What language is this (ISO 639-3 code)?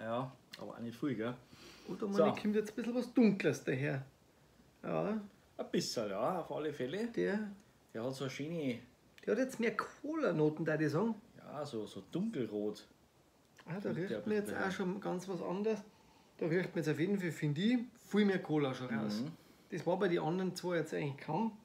bar